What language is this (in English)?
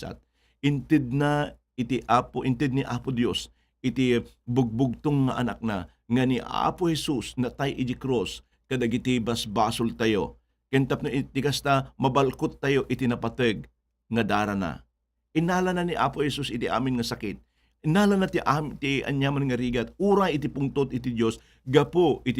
Iloko